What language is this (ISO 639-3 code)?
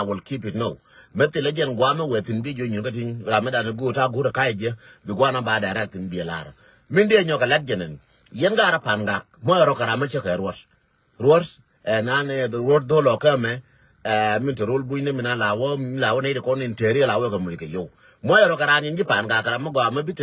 nus